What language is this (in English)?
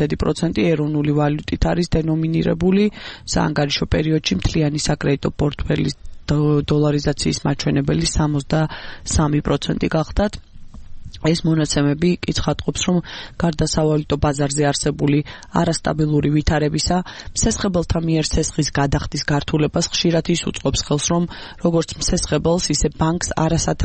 Georgian